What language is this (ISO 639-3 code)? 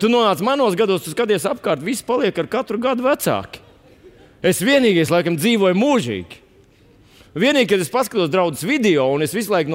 lav